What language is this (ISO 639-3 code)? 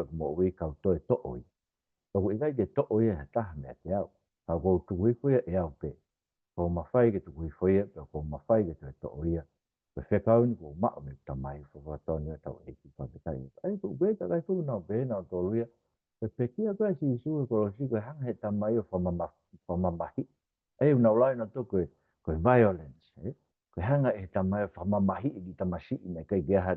ton